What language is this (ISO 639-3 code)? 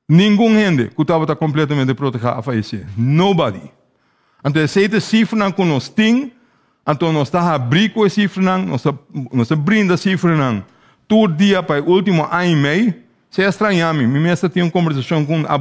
pap